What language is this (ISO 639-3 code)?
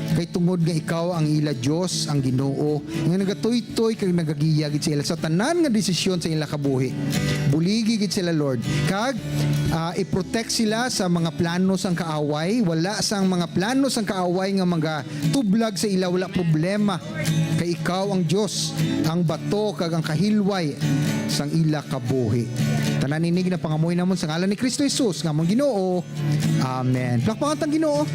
hil